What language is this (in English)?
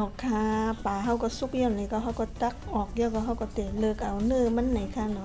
Shan